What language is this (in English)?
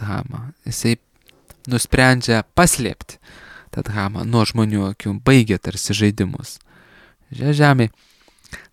Lithuanian